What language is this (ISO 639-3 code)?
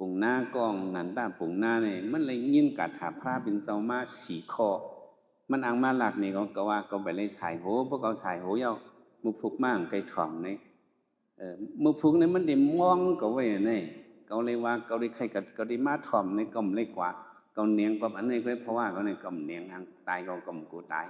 shn